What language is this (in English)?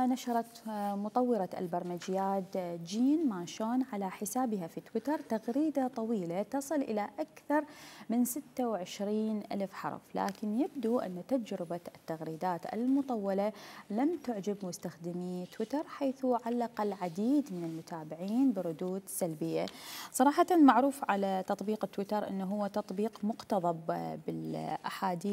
Mesopotamian Arabic